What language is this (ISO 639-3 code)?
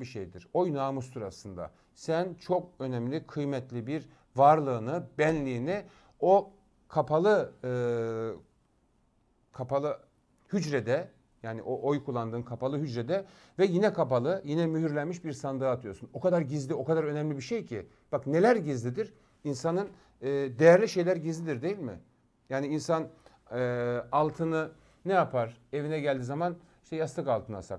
tur